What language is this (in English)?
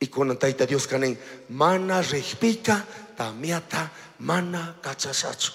Chimborazo Highland Quichua